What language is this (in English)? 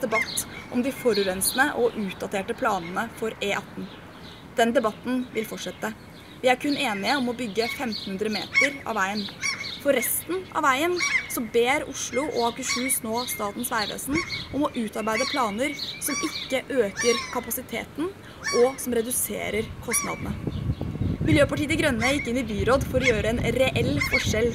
Norwegian